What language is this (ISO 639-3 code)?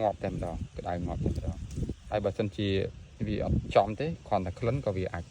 khm